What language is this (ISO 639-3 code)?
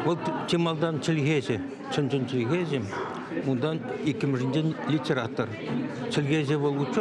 chv